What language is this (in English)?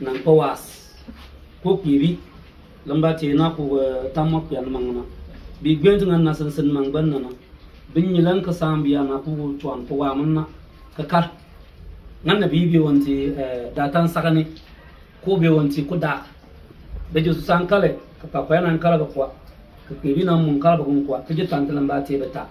Bimoba